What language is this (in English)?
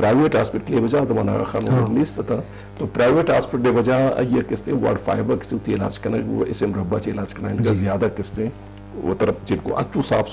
Eastern Balochi